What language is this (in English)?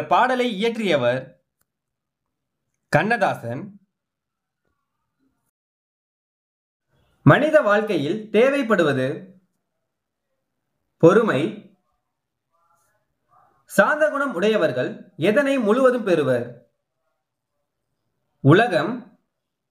Tamil